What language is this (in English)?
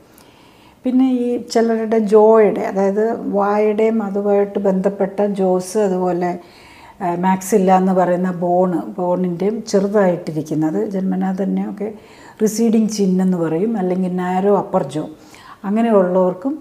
Malayalam